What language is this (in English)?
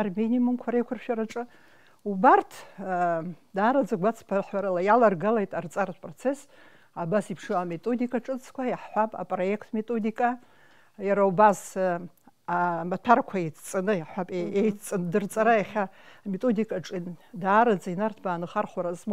Abkhazian